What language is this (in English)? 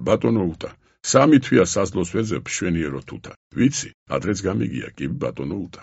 Georgian